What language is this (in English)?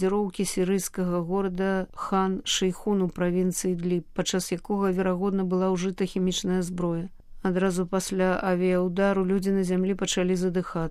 Belarusian